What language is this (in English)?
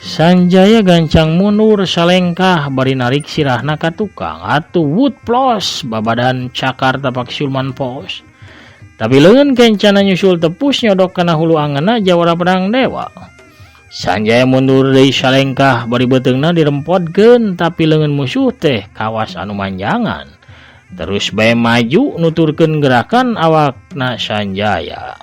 Sundanese